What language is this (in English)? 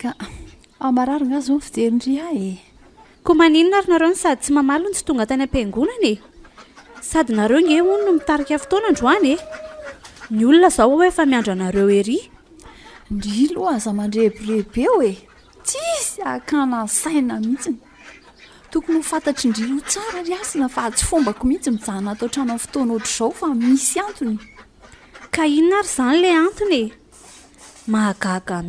Malagasy